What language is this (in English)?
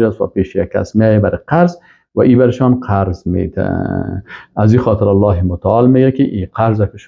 Persian